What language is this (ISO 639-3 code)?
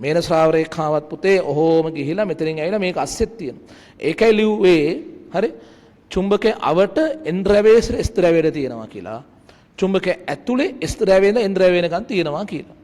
sin